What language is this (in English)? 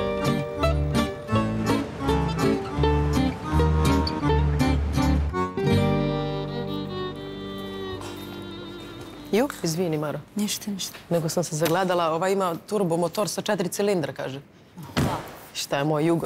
Serbian